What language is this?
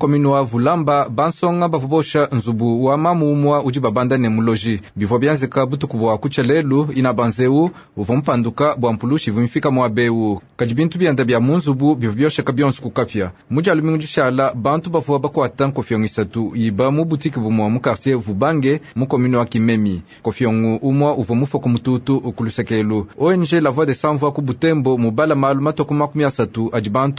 Luba-Lulua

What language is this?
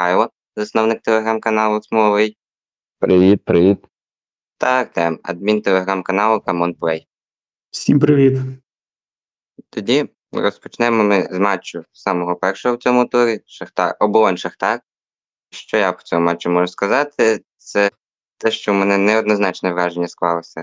Ukrainian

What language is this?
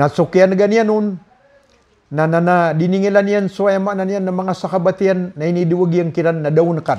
Maranao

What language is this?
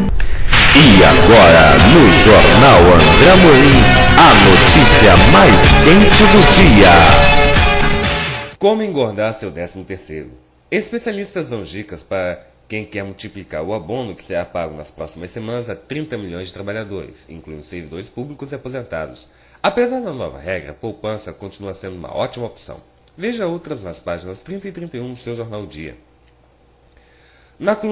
Portuguese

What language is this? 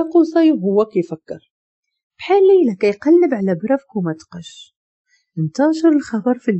Moroccan Arabic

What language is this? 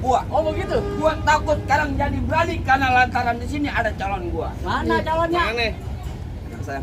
Betawi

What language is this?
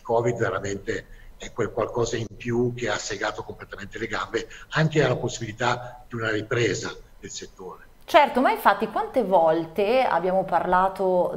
Italian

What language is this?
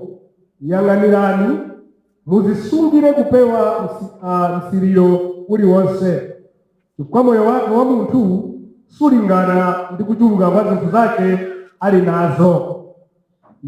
Nyanja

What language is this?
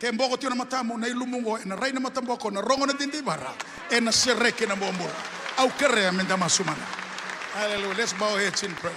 Fijian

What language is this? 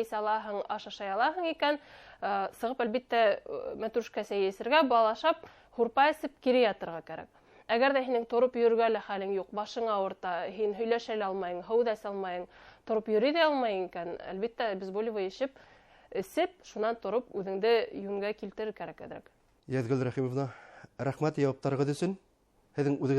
Bashkir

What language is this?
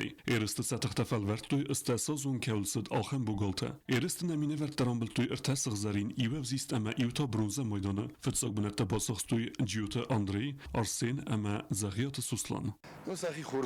Ossetic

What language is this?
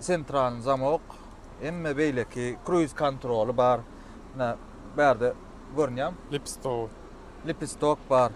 Turkmen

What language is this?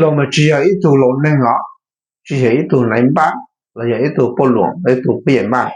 Hmong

